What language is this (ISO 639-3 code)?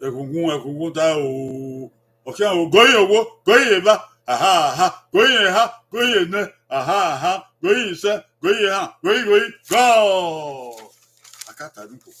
bin